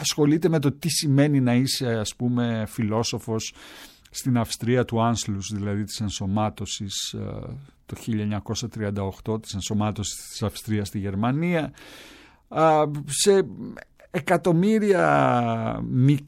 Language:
Greek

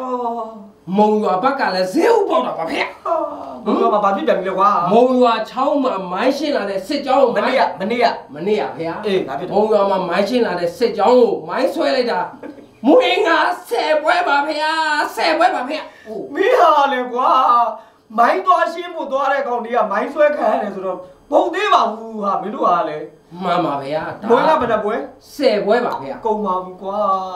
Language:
Burmese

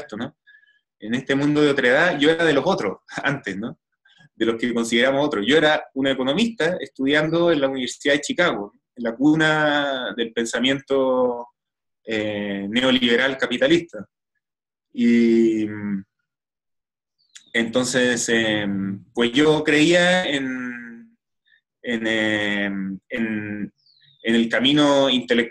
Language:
Spanish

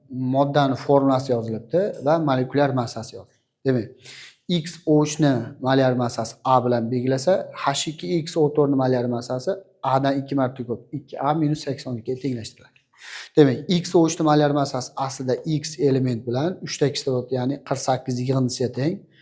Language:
Uzbek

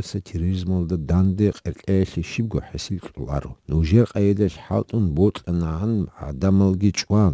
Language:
Avaric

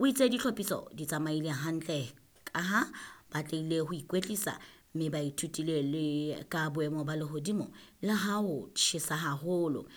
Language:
Southern Sotho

